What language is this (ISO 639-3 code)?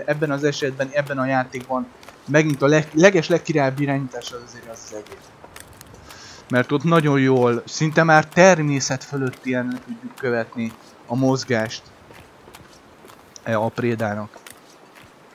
hun